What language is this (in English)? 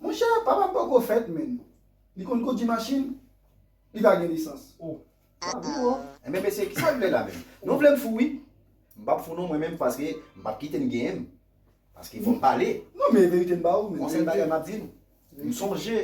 Haitian Creole